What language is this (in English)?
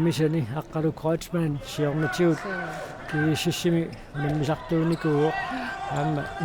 Kalaallisut